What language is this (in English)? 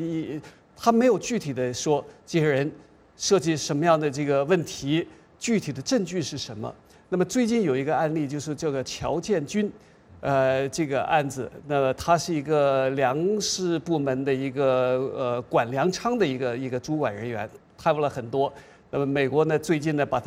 Chinese